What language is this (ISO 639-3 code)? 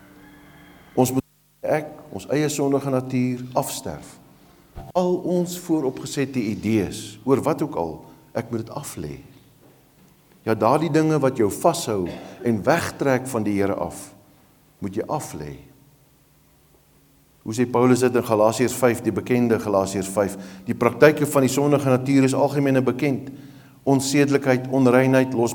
afr